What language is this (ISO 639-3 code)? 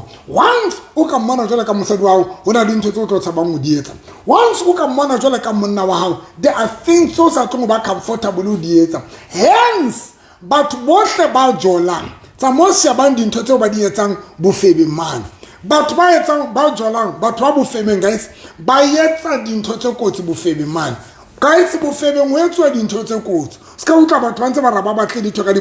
sot